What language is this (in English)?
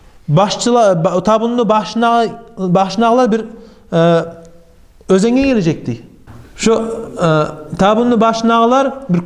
Kumyk